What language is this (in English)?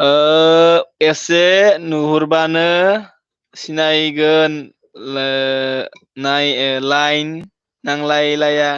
Bodo